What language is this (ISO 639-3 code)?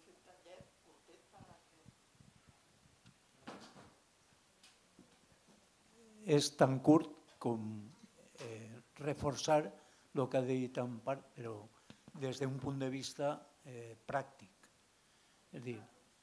cat